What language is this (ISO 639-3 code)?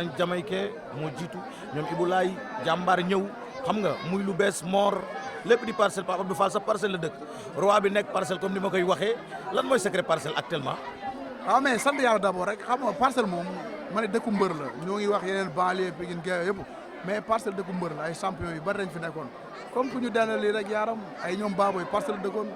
wol